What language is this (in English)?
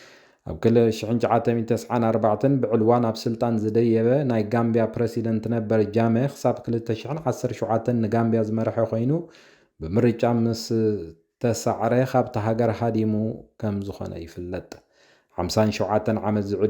Tigrinya